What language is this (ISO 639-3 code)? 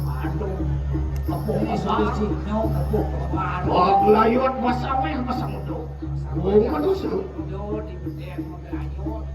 ban